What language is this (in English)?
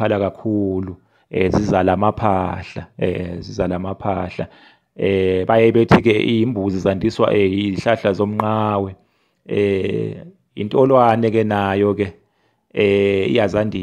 Zulu